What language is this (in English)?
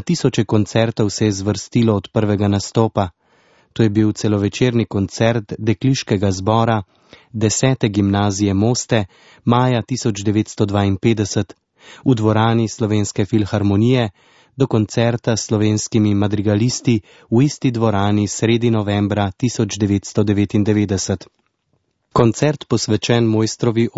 Slovenian